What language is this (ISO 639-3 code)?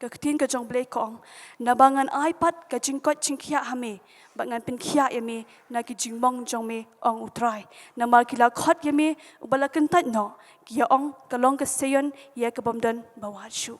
kha